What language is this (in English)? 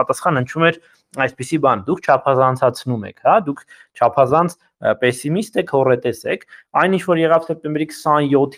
Armenian